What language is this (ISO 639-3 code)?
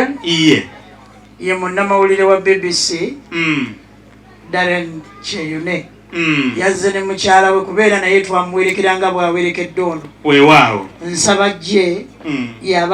lug